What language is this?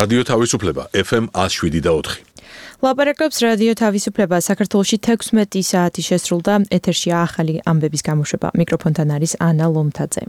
Georgian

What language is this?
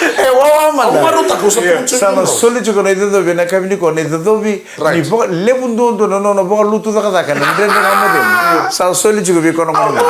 Fijian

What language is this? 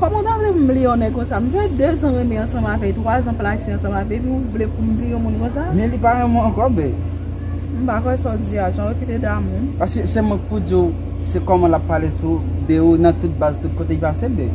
Haitian Creole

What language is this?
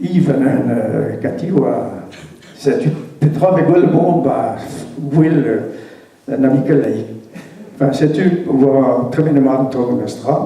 Breton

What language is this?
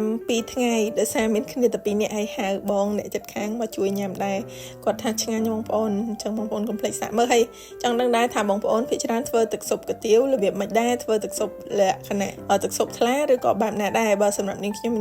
Khmer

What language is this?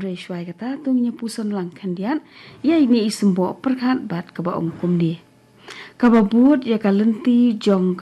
Khasi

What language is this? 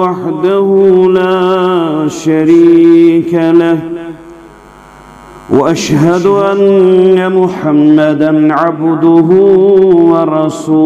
Kashmiri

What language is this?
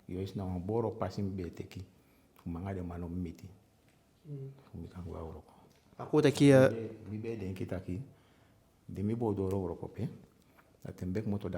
Eastern Maroon Creole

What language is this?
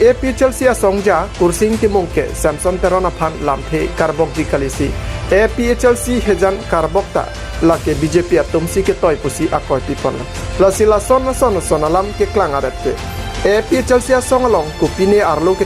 Karbi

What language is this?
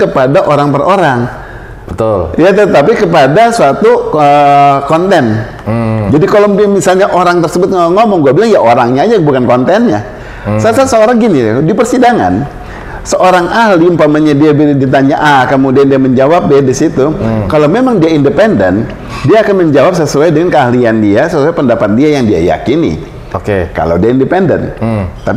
Indonesian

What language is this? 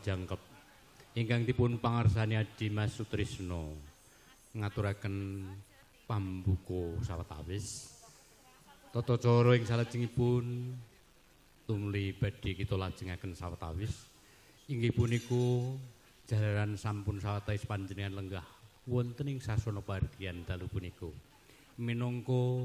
Javanese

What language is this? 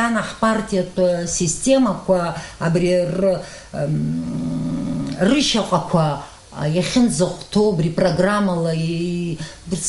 Abkhazian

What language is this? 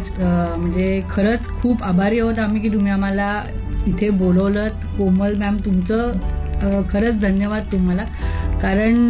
Marathi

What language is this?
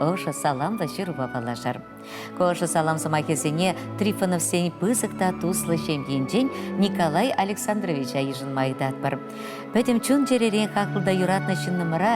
Chuvash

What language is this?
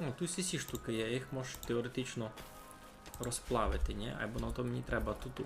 Rusyn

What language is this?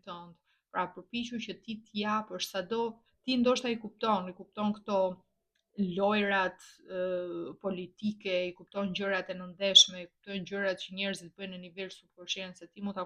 Albanian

